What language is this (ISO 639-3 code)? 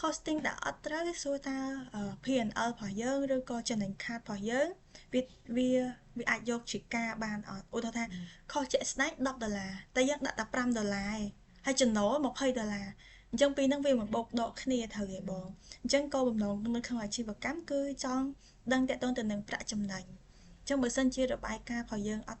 khm